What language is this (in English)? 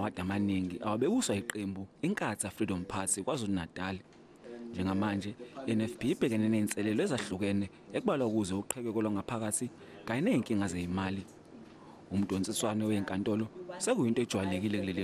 Zulu